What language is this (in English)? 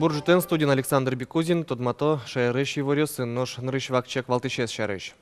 Udmurt